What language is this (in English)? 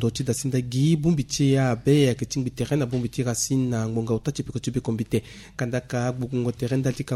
Sango